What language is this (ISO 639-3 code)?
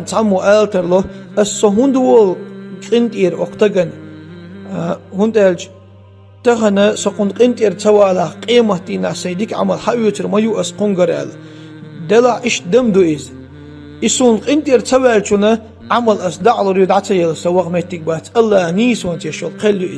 che